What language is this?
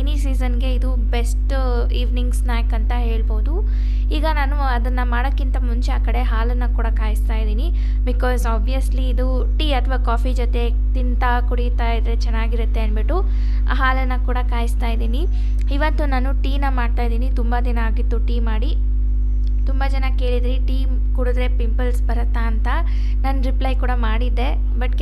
Kannada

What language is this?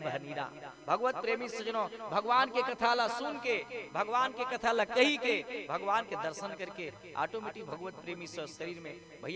Chhattisgarhi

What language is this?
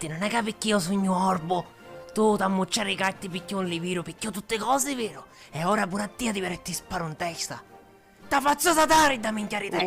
Sicilian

